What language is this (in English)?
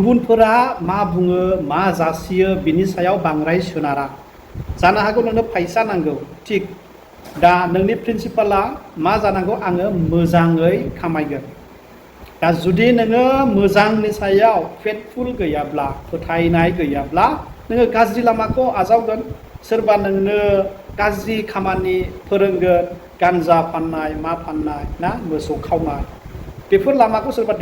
Bodo